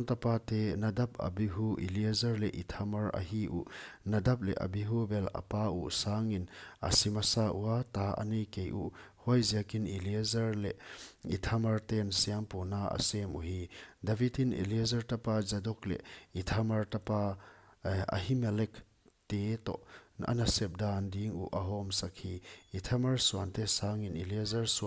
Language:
Paite Chin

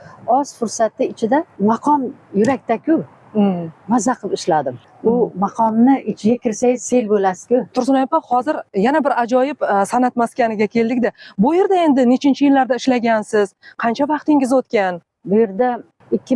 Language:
Uzbek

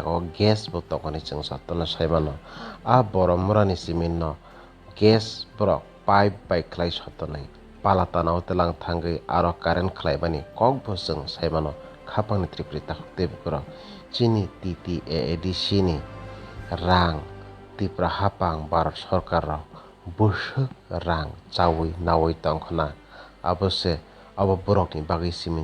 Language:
Kok Borok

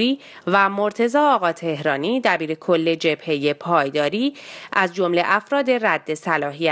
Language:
Persian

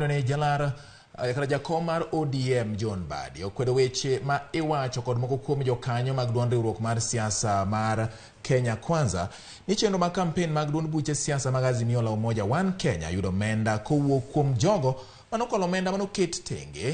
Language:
Luo (Kenya and Tanzania)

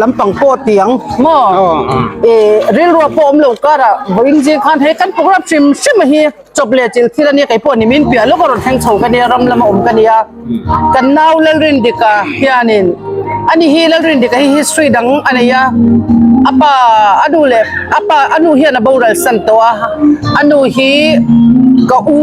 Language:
Hmar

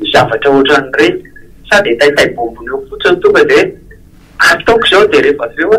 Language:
Malagasy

